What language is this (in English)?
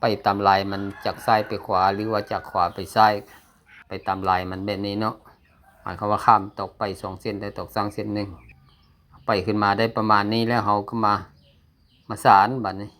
Lao